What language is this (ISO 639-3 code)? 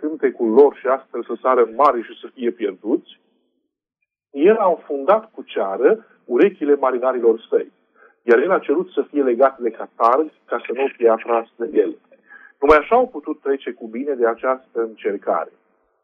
ron